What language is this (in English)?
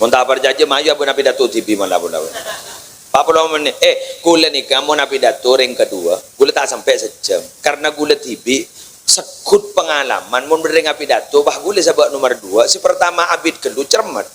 Madurese